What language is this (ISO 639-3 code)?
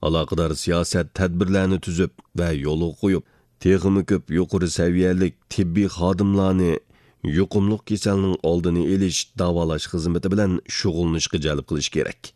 uig